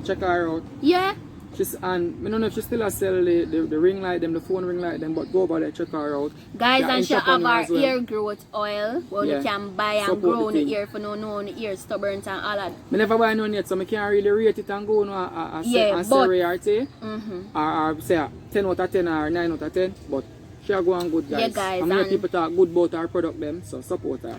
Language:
Jamaican Creole English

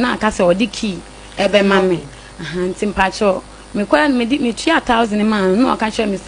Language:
Akan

